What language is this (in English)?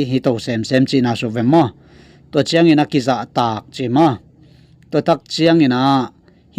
Tedim Chin